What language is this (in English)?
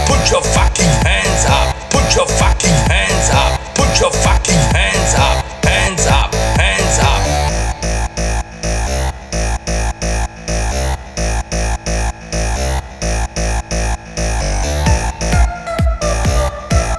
English